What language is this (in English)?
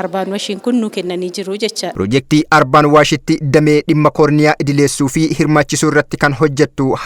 Oromo